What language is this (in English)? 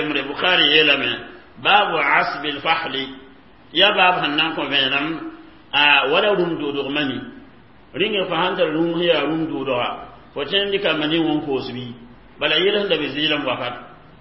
Mossi